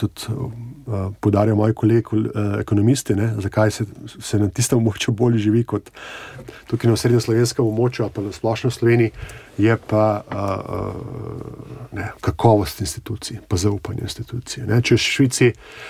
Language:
Slovenian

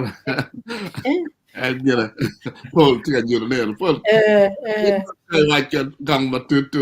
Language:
Acoli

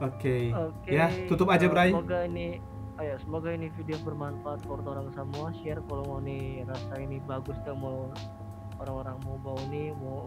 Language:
Manado Malay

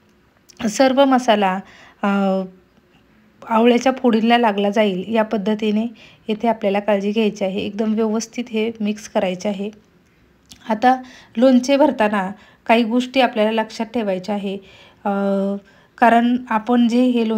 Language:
Marathi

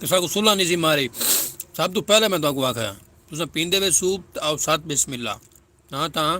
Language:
Saraiki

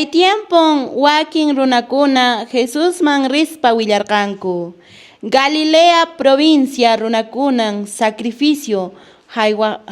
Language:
Quechua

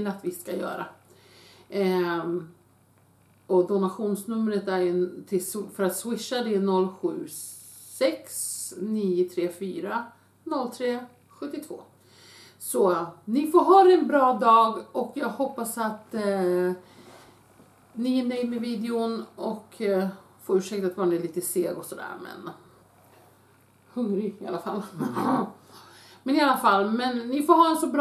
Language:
Swedish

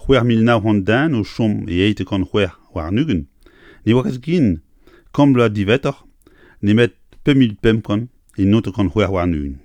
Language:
Breton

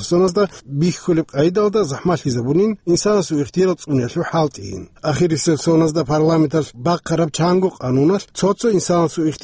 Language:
Avaric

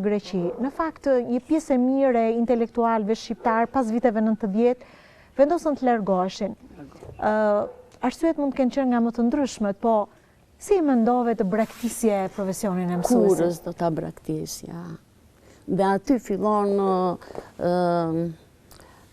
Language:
Albanian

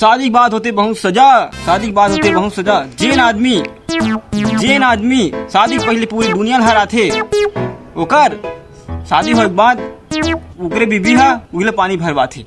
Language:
Chhattisgarhi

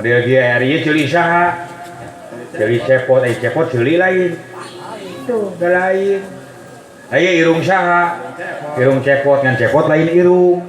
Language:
Sundanese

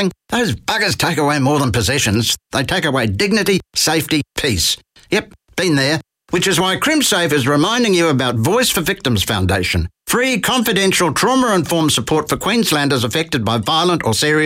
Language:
English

